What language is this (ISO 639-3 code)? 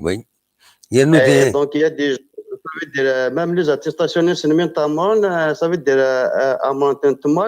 kab